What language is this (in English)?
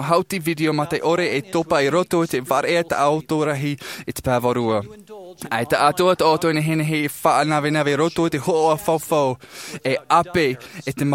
Tahitian